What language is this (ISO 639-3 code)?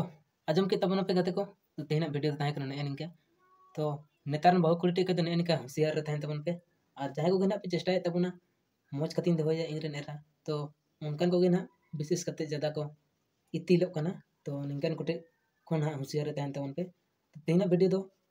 sat